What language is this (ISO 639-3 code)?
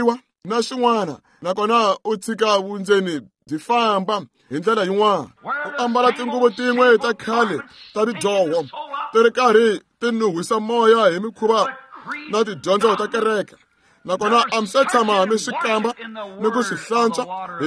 tso